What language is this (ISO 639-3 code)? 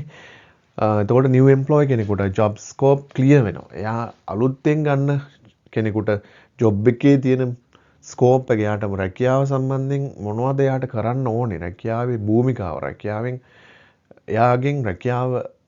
sin